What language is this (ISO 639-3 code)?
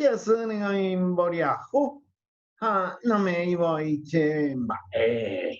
grn